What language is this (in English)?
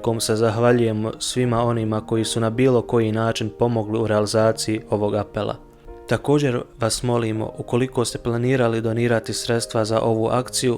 Bosnian